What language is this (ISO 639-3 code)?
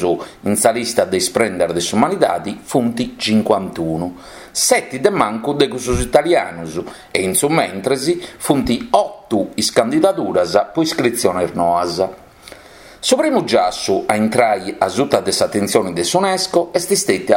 srd